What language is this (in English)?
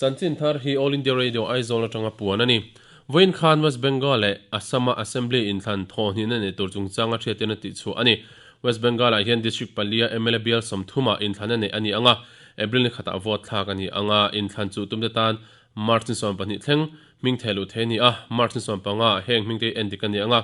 Mizo